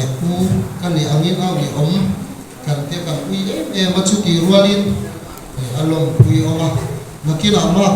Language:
Mizo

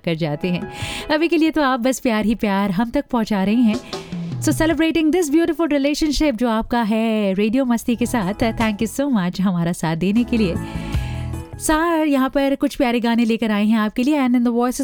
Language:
Hindi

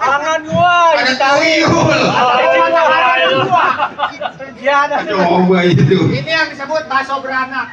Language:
Betawi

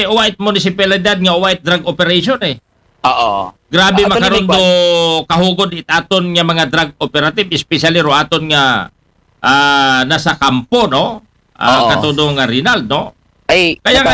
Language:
Aklanon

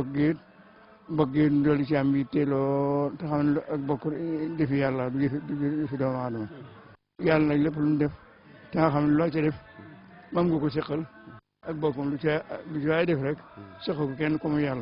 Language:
Wolof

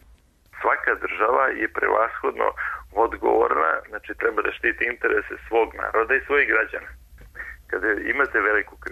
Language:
Serbian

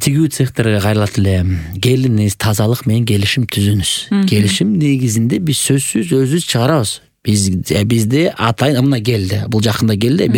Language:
Kyrgyz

